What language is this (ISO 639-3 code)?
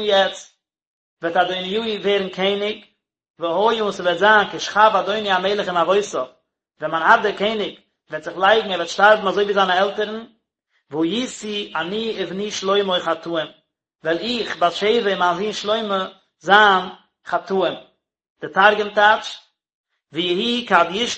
yid